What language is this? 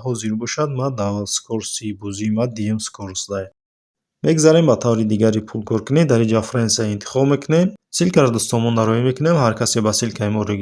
Tajik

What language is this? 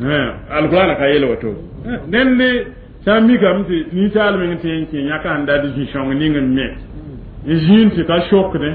Mossi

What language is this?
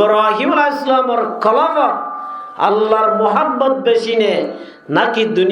Rohingya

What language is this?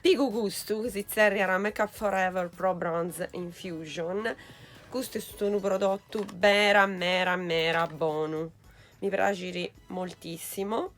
Sardinian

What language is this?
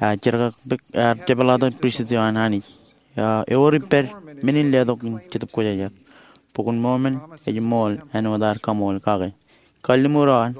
Marshallese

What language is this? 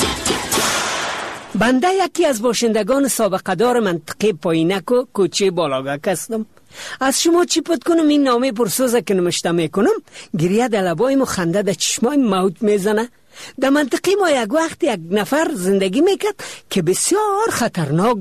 Persian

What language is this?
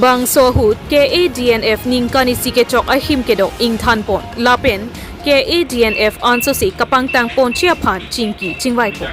Karbi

